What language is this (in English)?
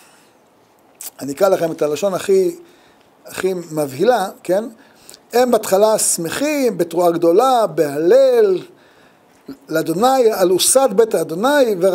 Hebrew